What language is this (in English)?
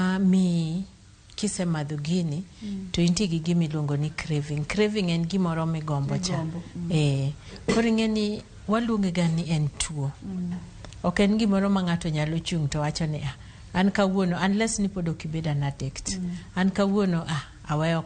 Luo (Kenya and Tanzania)